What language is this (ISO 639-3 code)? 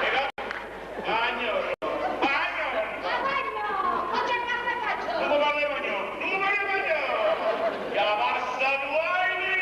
nap